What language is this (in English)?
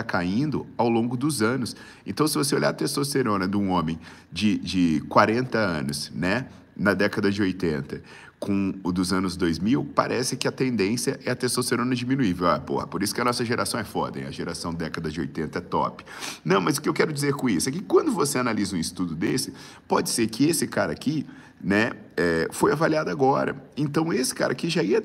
Portuguese